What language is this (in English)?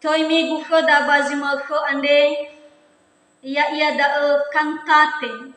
Nias